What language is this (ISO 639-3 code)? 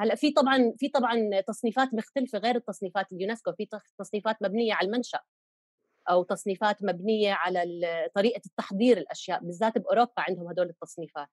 apc